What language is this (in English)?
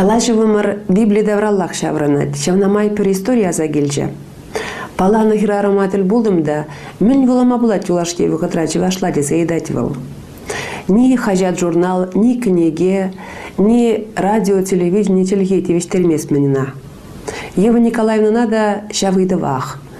Chuvash